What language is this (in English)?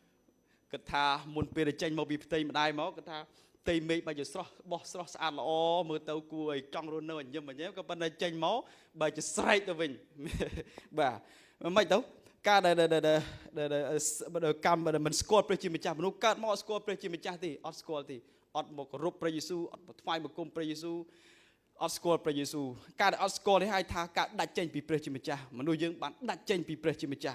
Khmer